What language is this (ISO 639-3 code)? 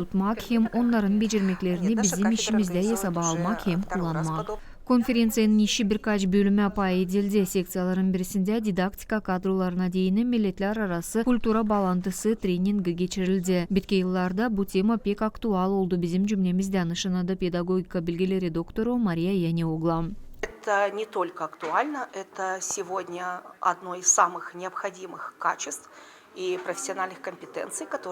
gag